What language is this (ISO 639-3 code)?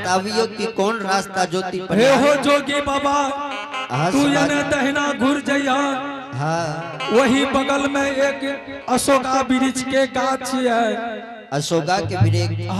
anp